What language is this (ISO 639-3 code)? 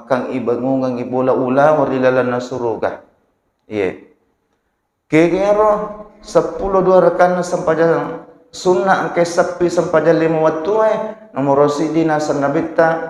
bug